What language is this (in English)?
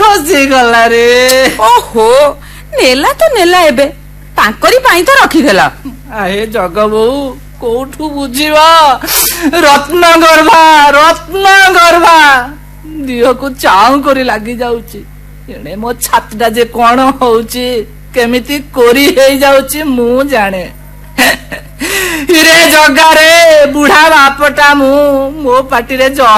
Odia